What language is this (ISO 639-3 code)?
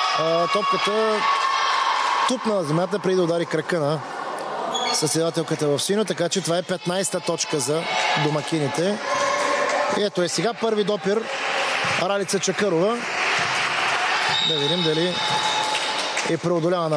bul